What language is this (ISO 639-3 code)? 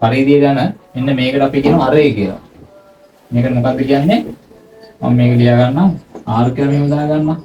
sin